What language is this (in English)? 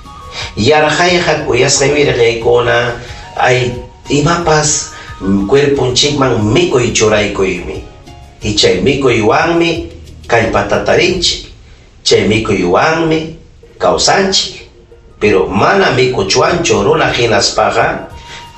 Ayacucho Quechua